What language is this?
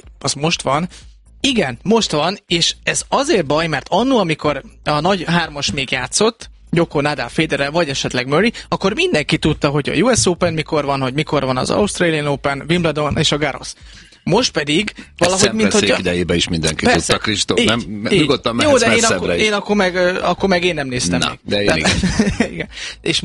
Hungarian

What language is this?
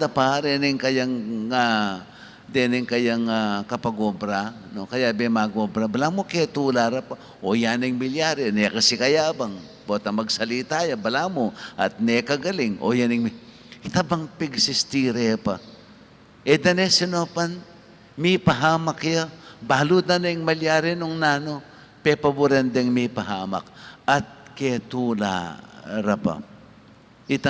Pampanga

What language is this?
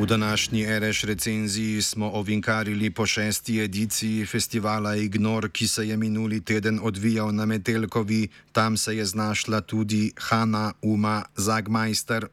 Slovenian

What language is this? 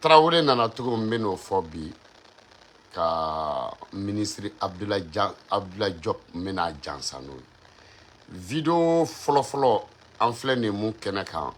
Bambara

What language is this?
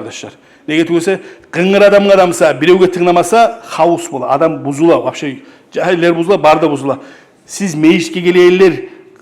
Kumyk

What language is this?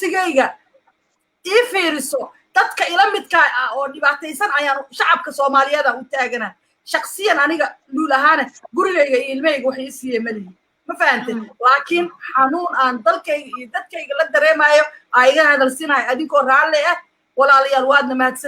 Somali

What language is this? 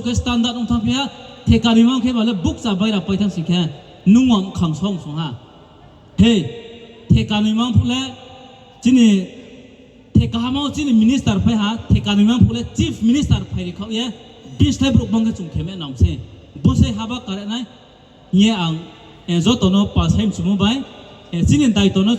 Riang (India)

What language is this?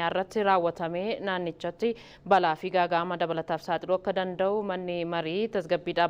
Oromo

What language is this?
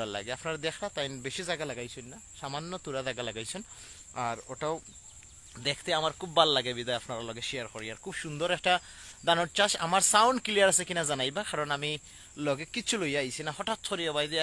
Sylheti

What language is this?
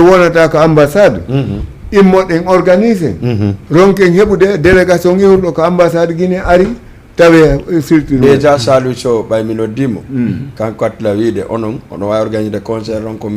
Fula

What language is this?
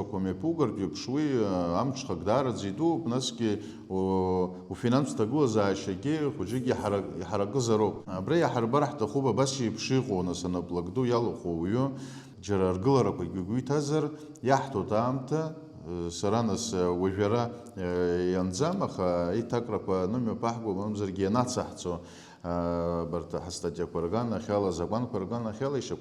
Abkhazian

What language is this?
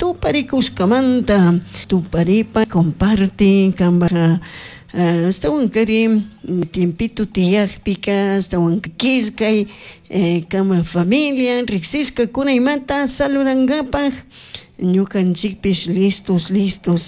Chimborazo Highland Quichua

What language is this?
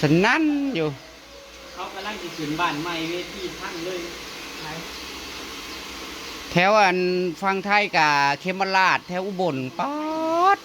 Northeastern Thai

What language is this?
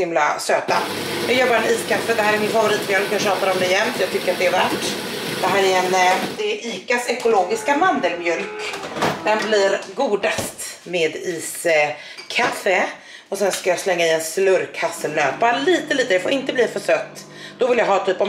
Swedish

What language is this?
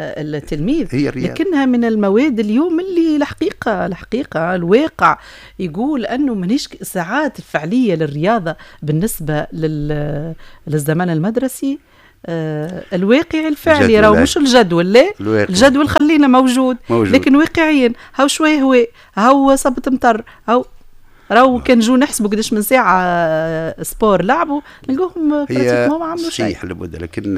Tunisian Arabic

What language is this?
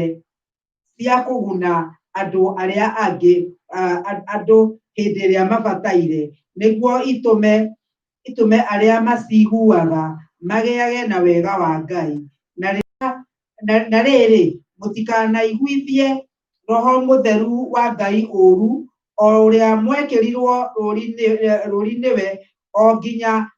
Kikuyu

